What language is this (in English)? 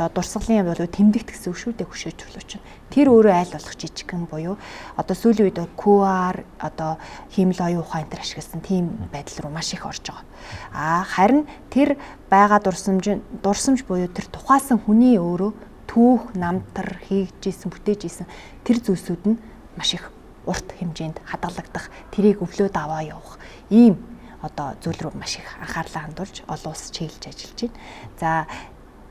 Mongolian